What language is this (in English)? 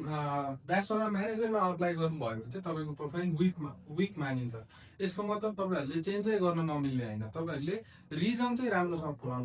Nepali